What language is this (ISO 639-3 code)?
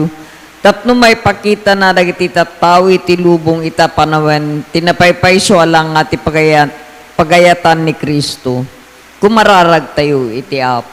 ilo